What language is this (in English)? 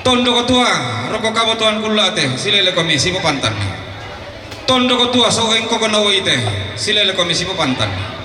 Toraja-Sa'dan